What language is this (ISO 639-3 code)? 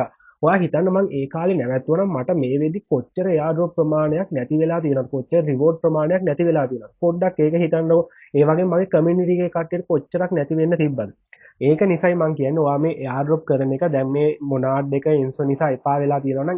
sin